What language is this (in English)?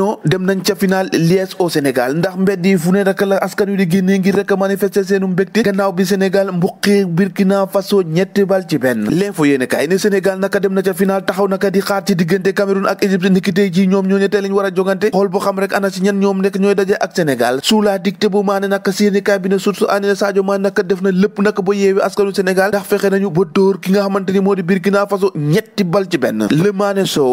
Wolof